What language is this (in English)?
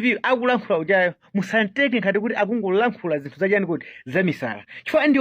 Nyanja